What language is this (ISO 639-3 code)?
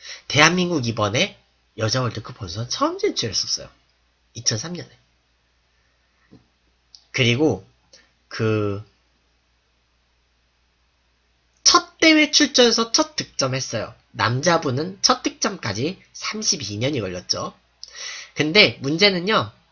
kor